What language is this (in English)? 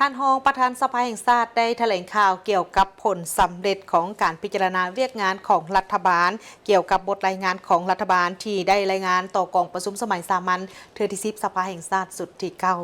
Lao